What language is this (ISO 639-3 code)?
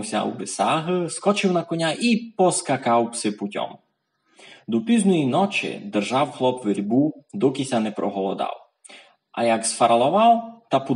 rue